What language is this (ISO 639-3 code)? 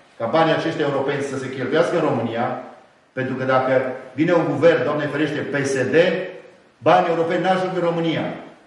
ron